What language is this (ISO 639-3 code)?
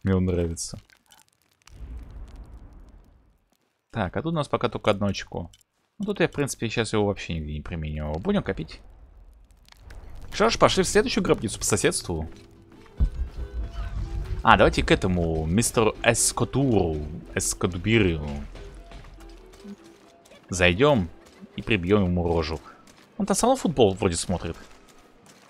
rus